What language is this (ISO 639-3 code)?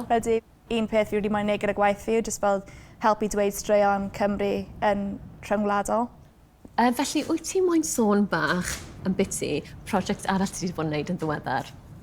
cym